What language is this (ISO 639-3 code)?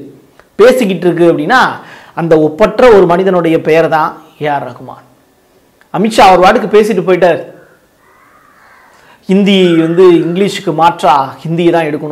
tam